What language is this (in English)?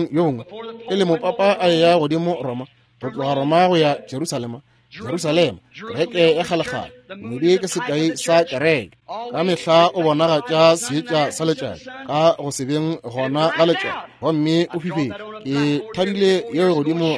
Northern Sotho